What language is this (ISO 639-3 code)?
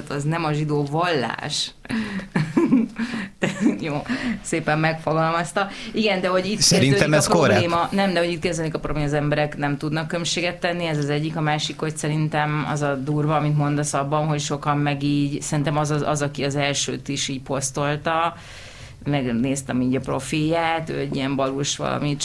hun